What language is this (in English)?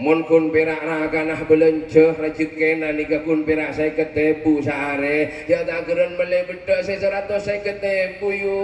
Madurese